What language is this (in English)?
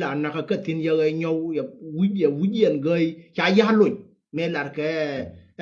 Nuer